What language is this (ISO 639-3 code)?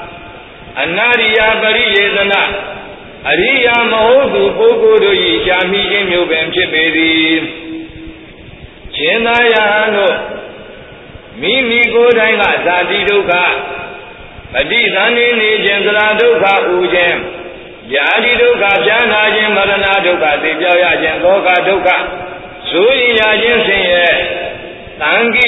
mya